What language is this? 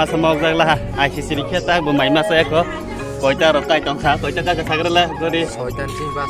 Kok Borok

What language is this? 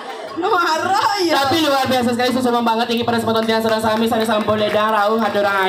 Balinese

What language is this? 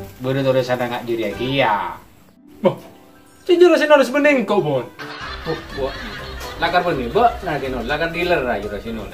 Madurese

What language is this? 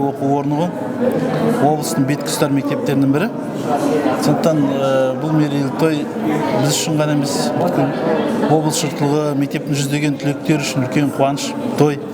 Kazakh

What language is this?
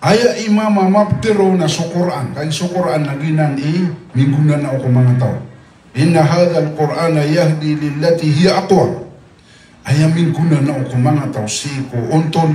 Maranao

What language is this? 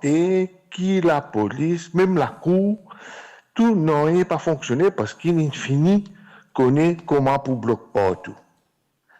Morisyen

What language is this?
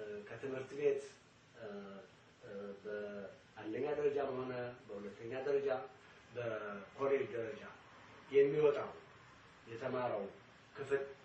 Amharic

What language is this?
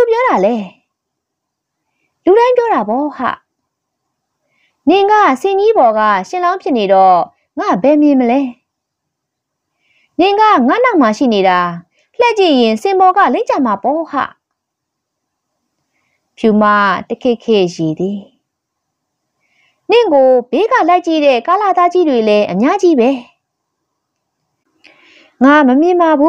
Burmese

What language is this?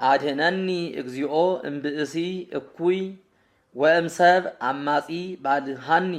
Geez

